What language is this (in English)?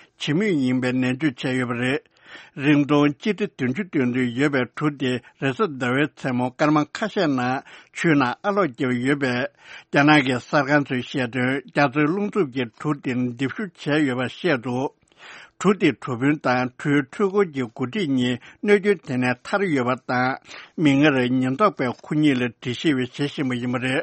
Tibetan